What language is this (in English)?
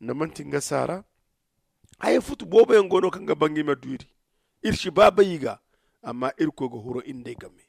Zarma